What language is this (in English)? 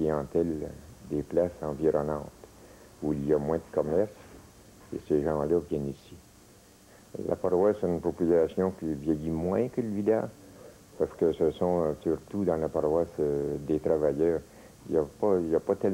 French